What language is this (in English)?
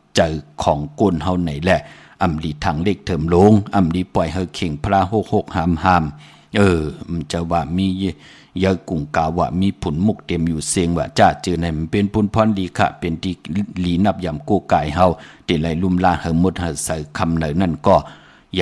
Shan